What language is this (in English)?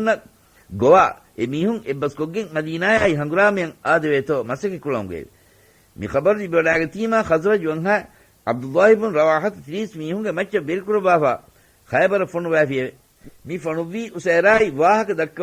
Divehi